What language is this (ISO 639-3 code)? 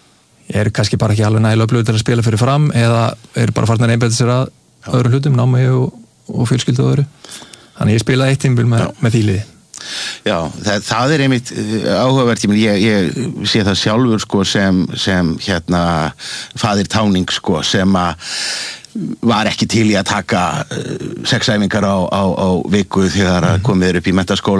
isl